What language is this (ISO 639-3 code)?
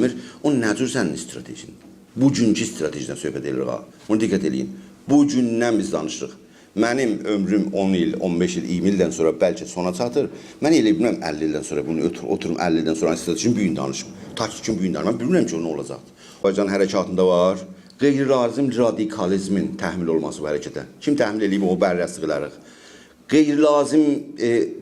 azb